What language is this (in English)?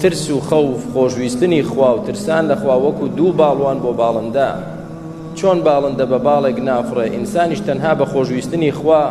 Central Kurdish